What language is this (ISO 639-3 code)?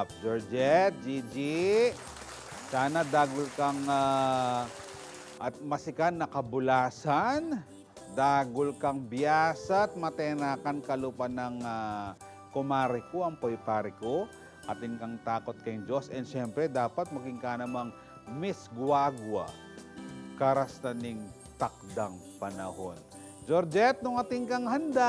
pam